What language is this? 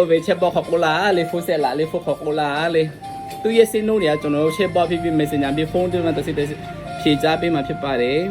Lahu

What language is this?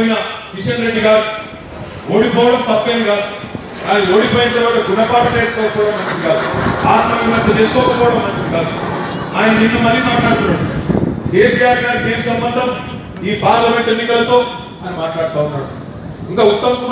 Telugu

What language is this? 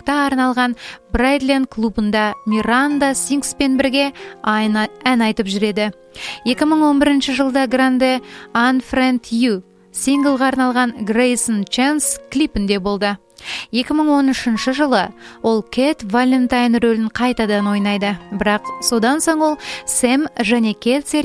Kazakh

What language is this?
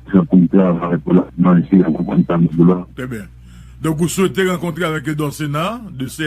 Haitian Creole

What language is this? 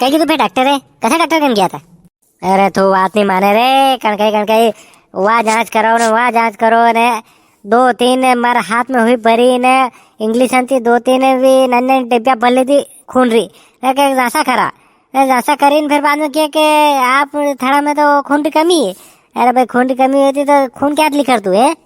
Rajasthani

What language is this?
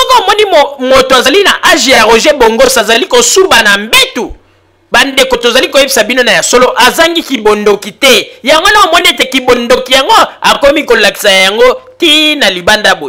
Lingala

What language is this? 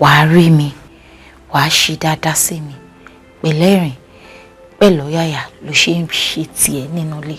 Yoruba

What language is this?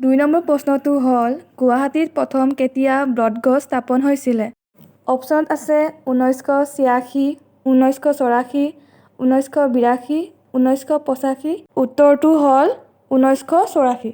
Assamese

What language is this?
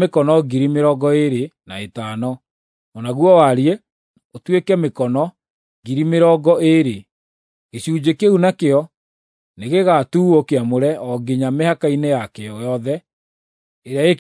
Kikuyu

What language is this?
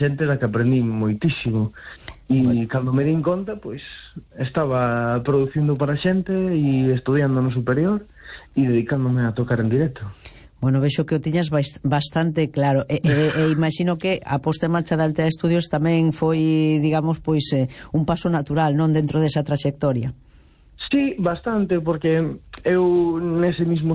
Galician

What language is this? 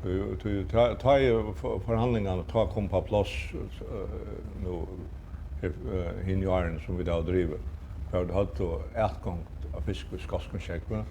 Faroese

